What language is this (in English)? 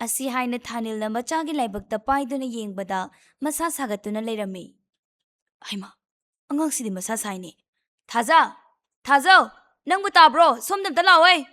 Manipuri